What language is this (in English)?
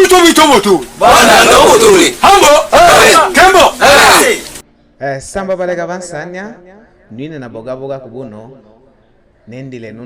Lega-Shabunda